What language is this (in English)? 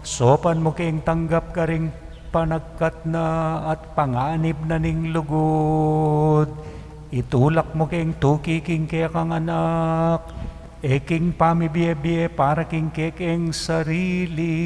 Pampanga